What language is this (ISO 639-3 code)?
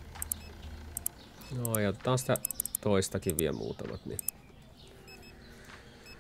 fin